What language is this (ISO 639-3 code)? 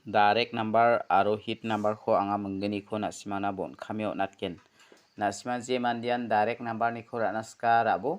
grt